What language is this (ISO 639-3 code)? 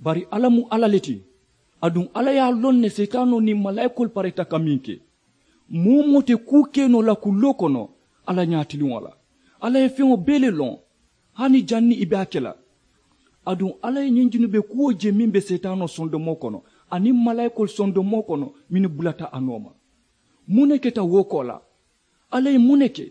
man